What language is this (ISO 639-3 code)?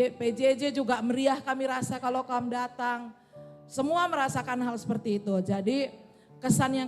btx